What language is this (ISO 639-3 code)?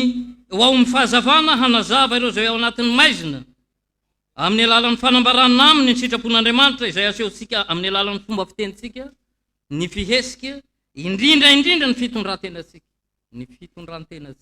mlg